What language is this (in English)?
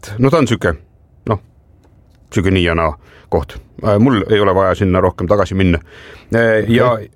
Estonian